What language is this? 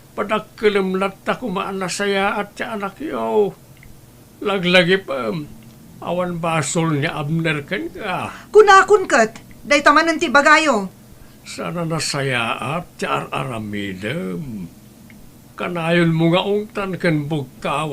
Iloko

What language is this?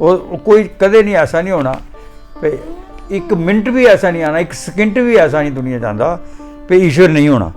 Dogri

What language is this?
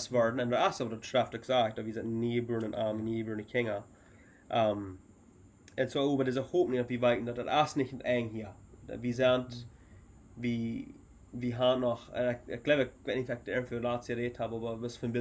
Plautdietsch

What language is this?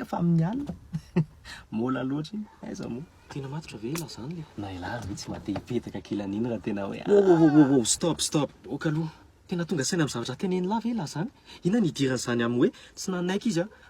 Malagasy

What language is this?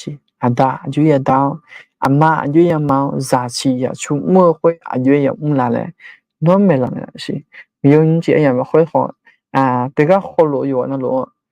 Akha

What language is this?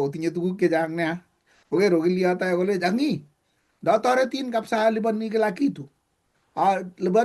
Kalenjin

